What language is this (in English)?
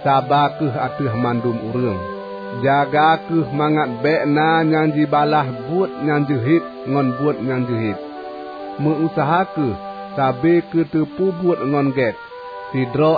Achinese